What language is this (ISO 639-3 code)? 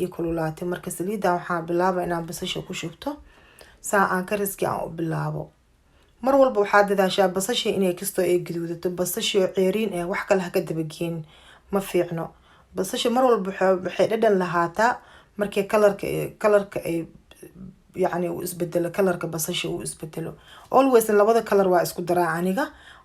som